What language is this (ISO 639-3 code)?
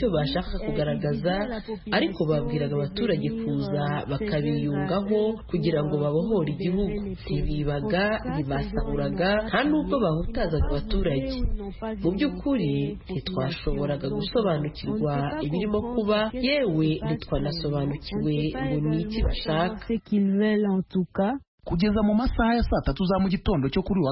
kin